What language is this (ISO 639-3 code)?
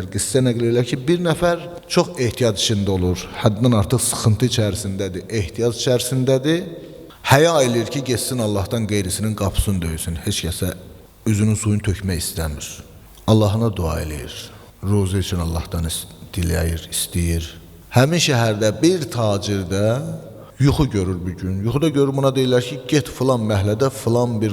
aze